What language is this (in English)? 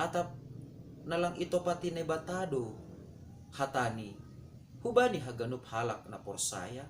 Batak Simalungun